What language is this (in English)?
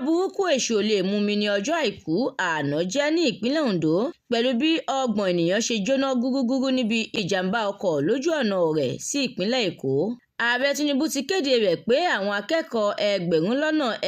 Yoruba